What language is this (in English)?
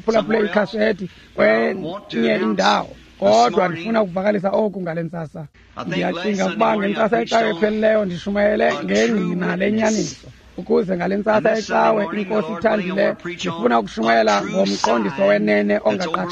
Xhosa